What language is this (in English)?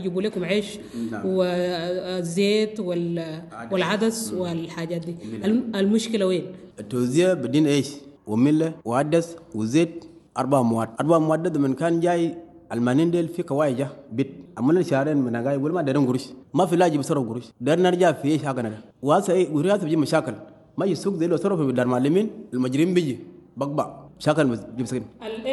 Sudanese Arabic